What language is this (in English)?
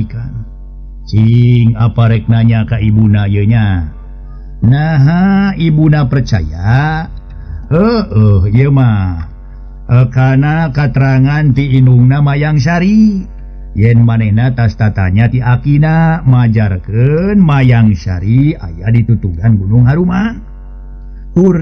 Sundanese